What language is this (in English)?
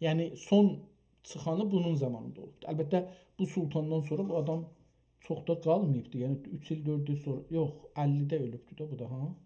South Azerbaijani